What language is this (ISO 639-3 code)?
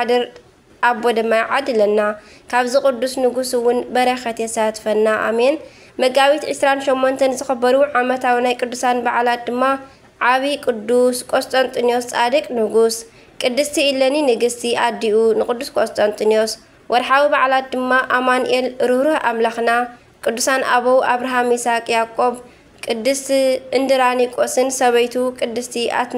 tir